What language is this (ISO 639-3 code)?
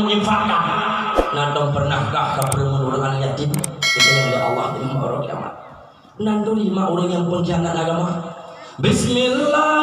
ace